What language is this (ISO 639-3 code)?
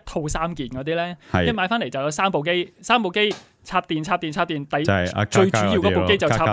yue